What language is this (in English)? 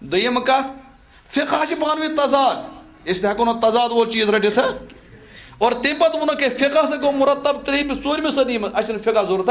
Kashmiri